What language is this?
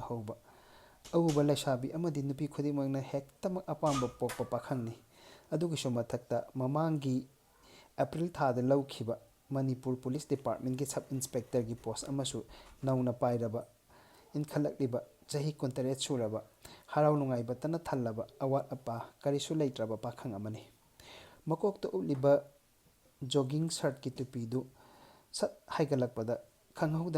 Manipuri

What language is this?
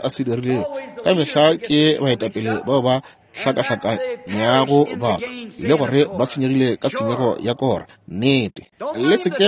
Northern Sotho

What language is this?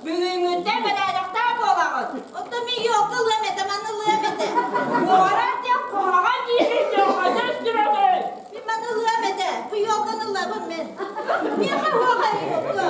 Yakut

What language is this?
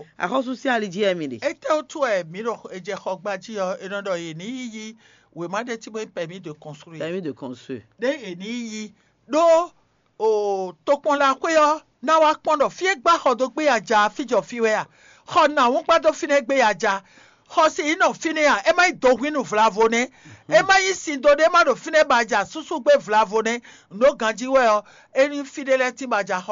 Fon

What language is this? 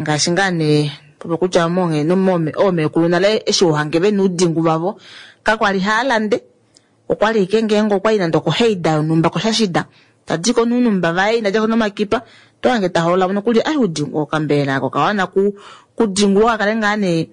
Kuanyama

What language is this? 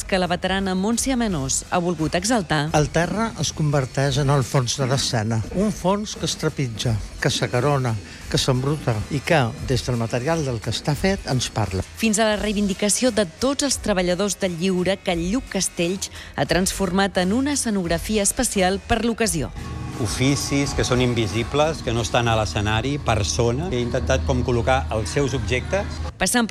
Catalan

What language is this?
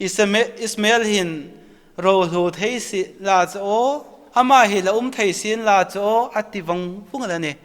Hmar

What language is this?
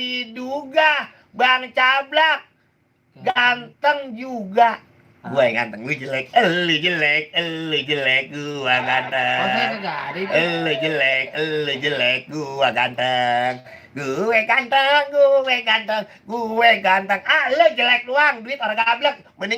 Betawi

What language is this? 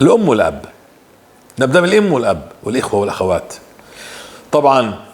North Levantine Arabic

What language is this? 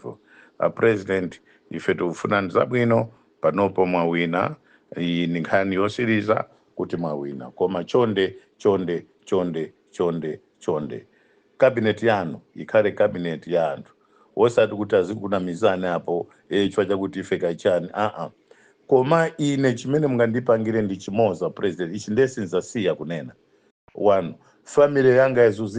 Nyanja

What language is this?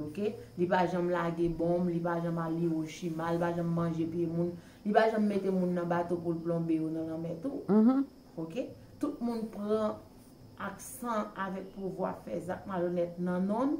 Haitian Creole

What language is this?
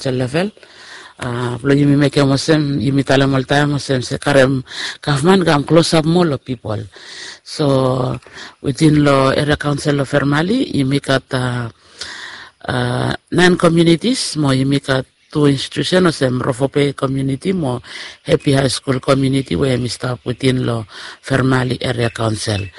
Bislama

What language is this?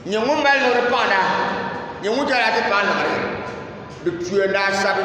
Dagbani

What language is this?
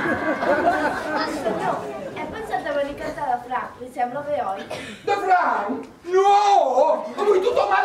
Catalan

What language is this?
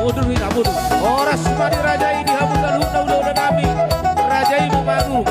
Batak Toba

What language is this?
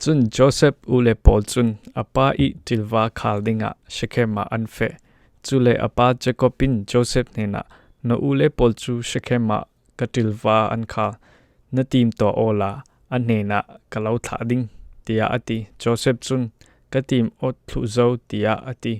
Falam Chin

